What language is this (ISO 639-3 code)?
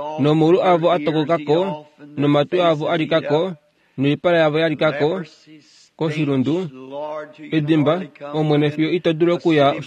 kua